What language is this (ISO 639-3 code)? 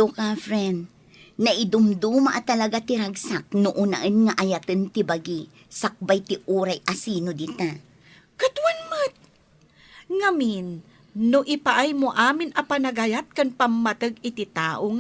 ilo